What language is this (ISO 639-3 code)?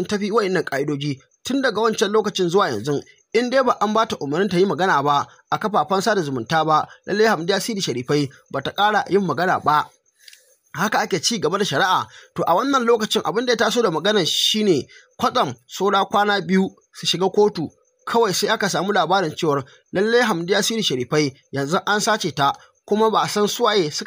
hau